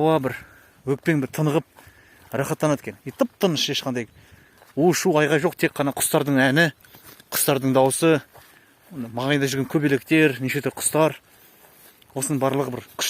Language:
Kazakh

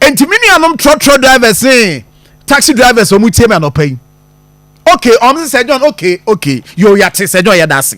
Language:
Akan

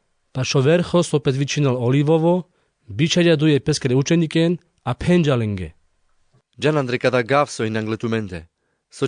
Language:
Carpathian Romani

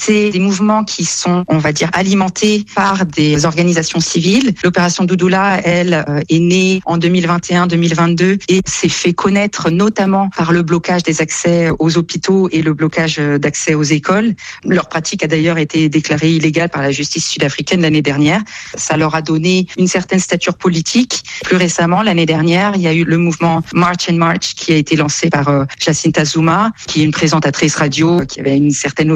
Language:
French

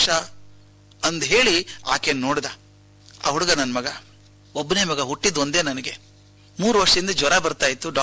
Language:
Kannada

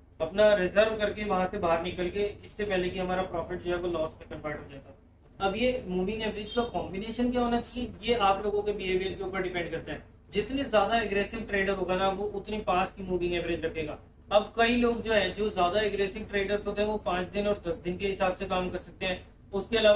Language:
Hindi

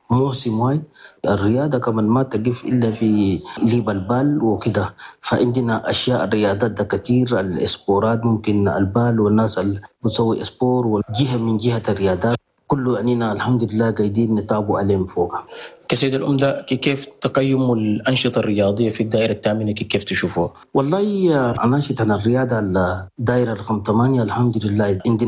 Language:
Chadian Arabic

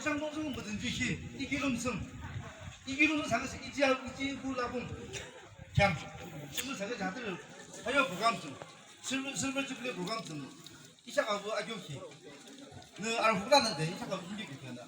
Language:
Yimchungru Naga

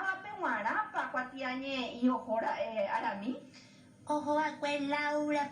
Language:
Guarani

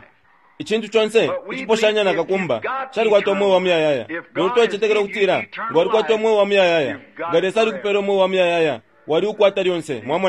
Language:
Bemba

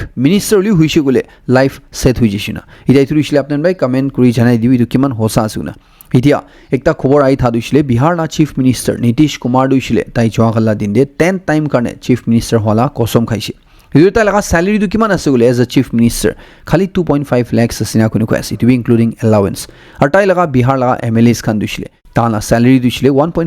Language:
Naga Pidgin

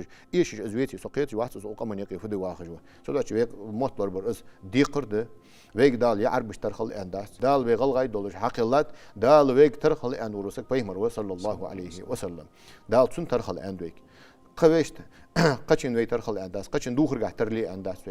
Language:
Ingush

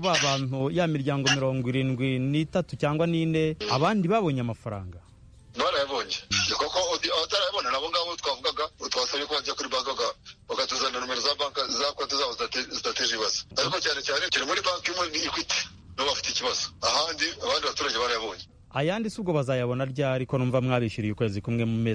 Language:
Kinyarwanda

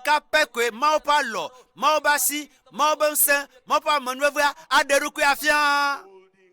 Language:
Ewe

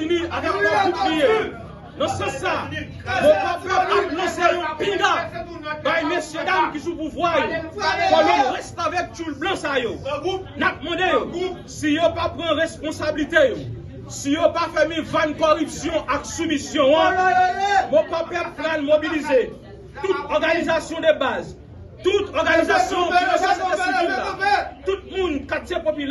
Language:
Haitian Creole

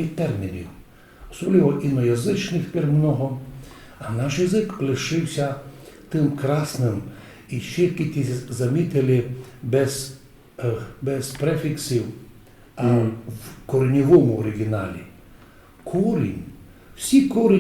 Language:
Rusyn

